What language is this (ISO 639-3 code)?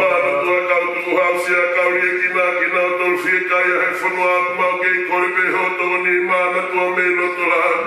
ton